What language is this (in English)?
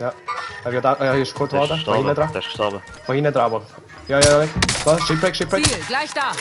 Swiss German